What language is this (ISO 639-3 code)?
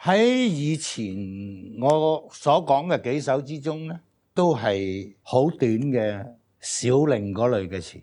yue